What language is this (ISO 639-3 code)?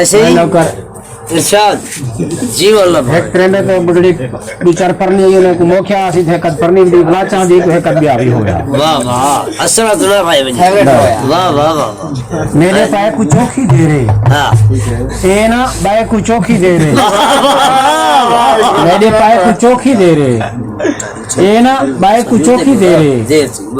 skr